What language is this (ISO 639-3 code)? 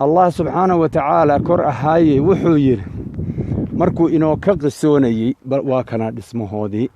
som